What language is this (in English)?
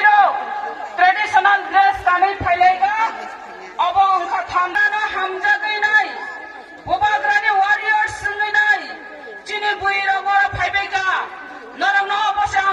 Kok Borok